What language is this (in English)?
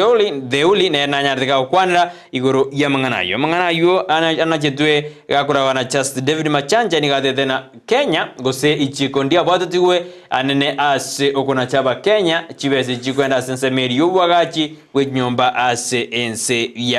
Gusii